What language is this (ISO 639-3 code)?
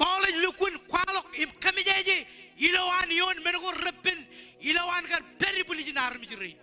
mah